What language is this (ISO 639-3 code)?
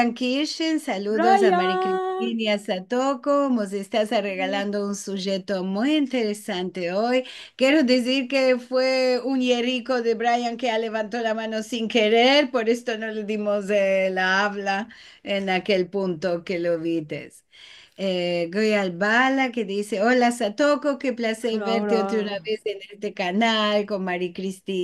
lad